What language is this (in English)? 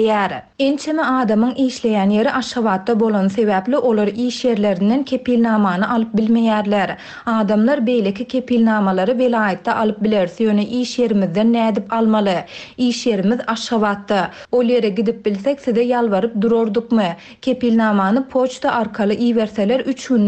Turkmen